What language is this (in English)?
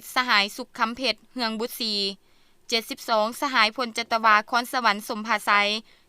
Lao